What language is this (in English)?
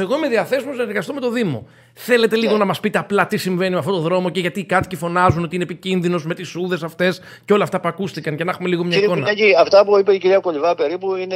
Greek